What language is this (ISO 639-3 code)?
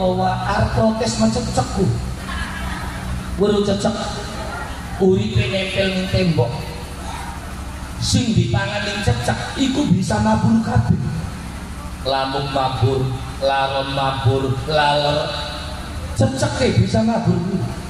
jav